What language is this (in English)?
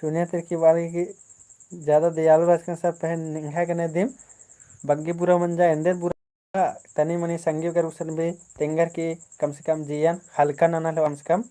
Kurukh